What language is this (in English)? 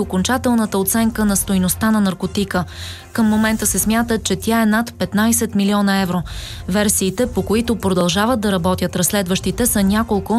Bulgarian